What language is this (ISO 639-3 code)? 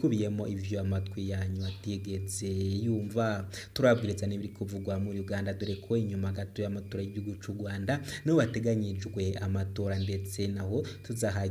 run